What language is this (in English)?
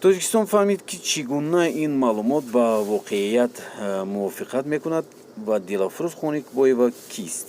Tajik